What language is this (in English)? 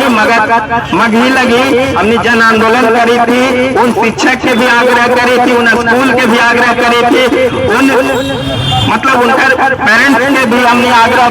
Magahi